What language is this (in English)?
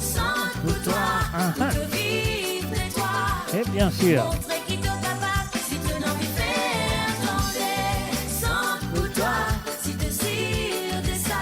Morisyen